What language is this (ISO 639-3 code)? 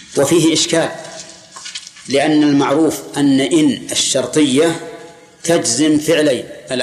ara